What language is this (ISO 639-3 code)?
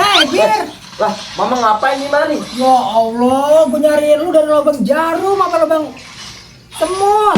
bew